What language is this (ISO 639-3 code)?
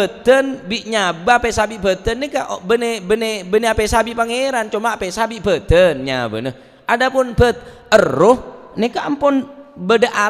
mad